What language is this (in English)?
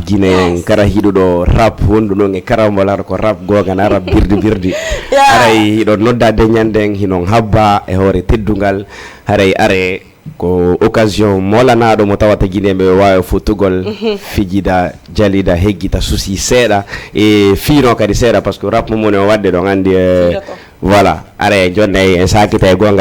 Fula